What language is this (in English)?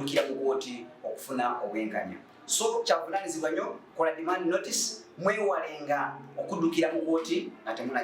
Ganda